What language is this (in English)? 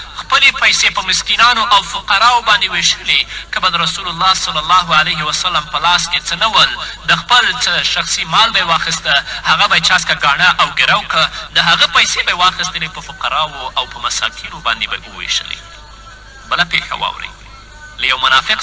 Pashto